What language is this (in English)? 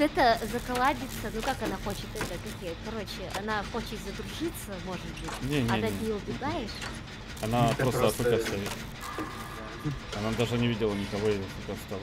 Russian